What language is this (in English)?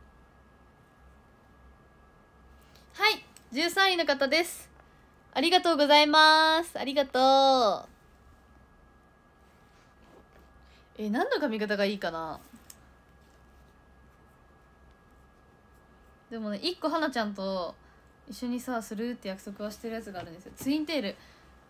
Japanese